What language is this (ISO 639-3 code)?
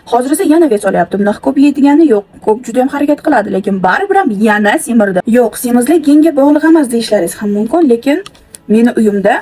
uzb